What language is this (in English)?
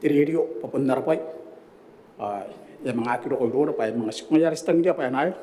Gilbertese